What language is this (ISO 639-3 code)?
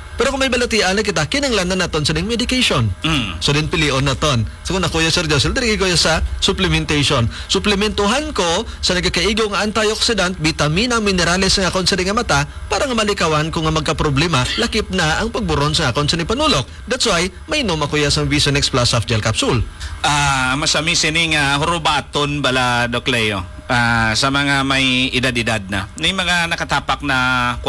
hil